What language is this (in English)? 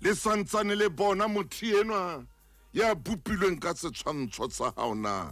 Southern Sotho